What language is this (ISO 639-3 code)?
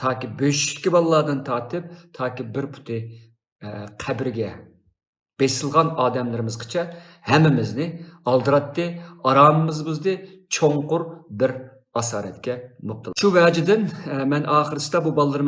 uig